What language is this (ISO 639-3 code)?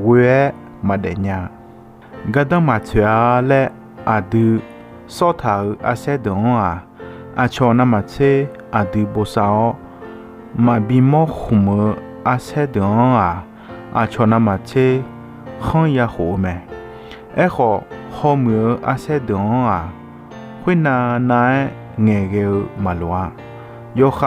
ahk